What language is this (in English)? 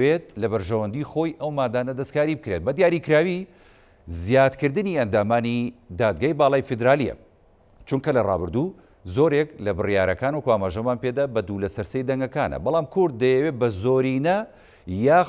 Central Kurdish